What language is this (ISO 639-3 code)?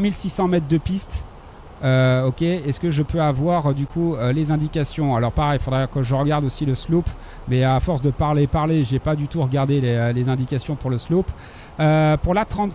fra